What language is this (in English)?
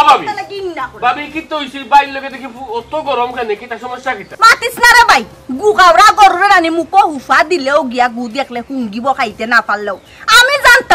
Sylheti